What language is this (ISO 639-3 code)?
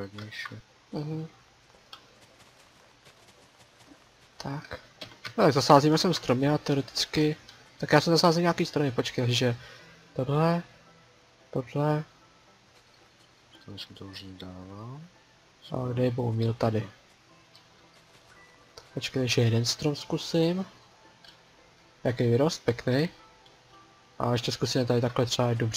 ces